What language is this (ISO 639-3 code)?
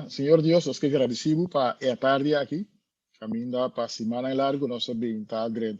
pap